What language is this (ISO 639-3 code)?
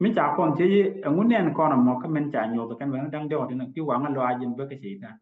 nus